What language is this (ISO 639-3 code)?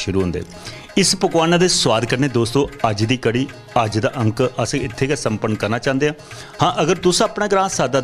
doi